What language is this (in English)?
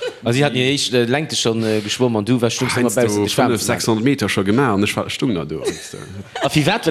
Luxembourgish